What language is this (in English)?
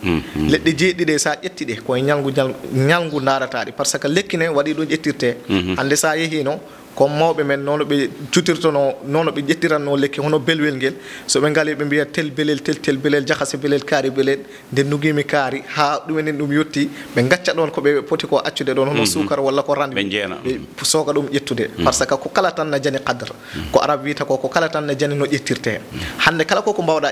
Fula